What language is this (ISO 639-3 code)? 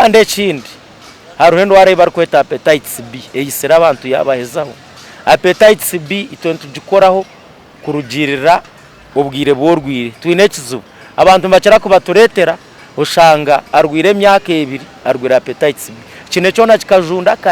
nyn